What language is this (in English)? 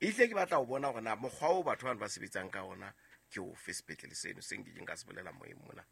Southern Sotho